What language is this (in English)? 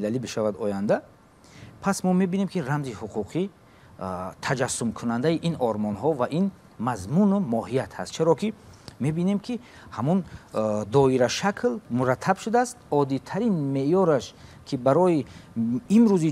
Tajik